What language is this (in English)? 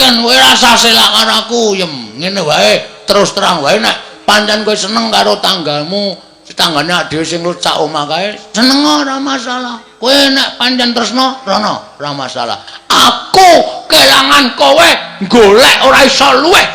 Javanese